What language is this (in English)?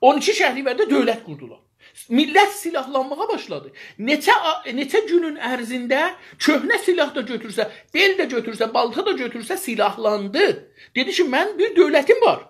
South Azerbaijani